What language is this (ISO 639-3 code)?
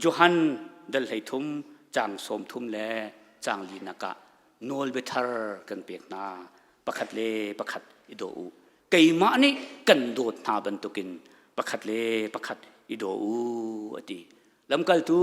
cnh